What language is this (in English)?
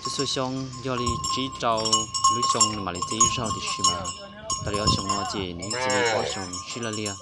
Hmong